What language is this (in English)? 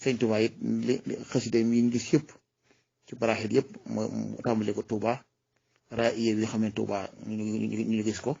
Wolof